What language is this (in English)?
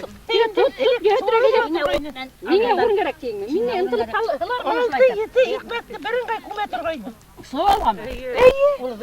Bashkir